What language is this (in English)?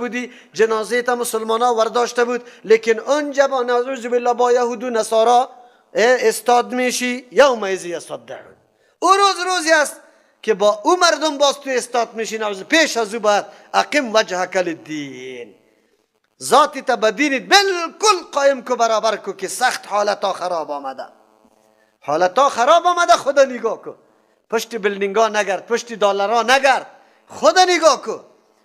Persian